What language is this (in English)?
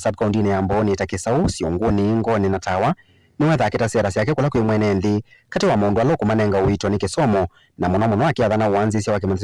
Kamba